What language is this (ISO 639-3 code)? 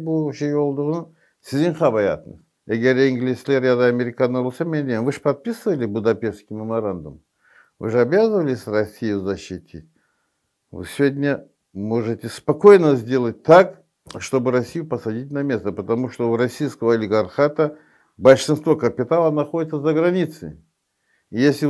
crh